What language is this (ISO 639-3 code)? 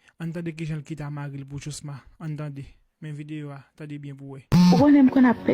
hat